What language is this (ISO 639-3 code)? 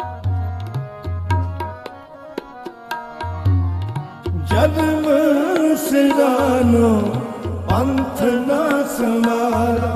pan